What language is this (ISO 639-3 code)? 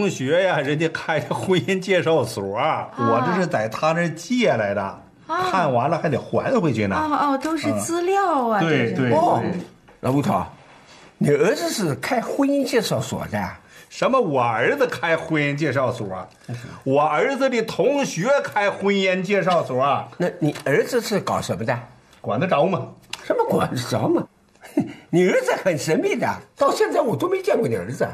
zho